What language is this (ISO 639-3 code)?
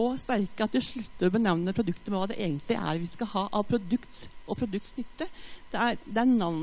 nor